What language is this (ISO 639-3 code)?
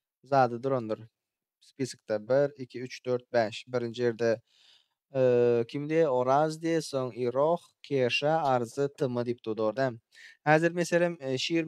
tuk